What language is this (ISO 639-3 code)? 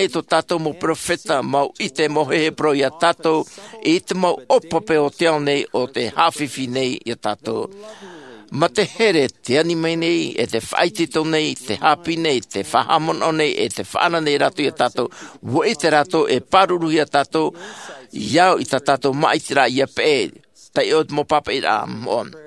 tah